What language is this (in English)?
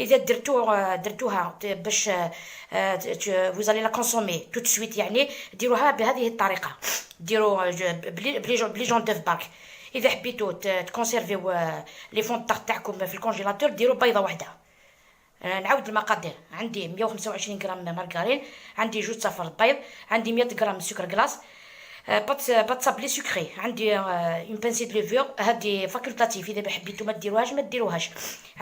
Algerian Arabic